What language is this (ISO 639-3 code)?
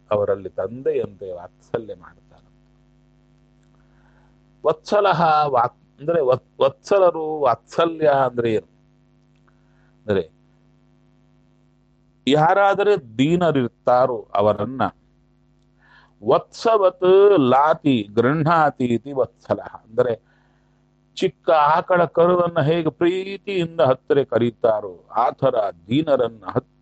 kan